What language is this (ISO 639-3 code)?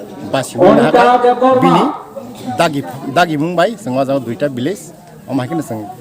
trp